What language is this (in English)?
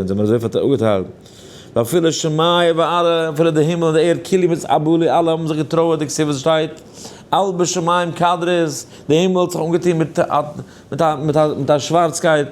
Yiddish